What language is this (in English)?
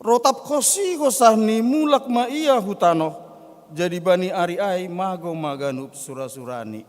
Batak Simalungun